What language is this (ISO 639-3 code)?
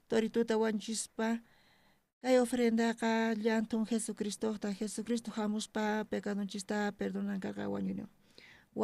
quh